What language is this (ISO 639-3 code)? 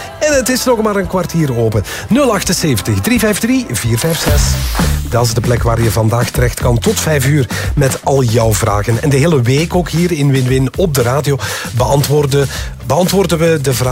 nld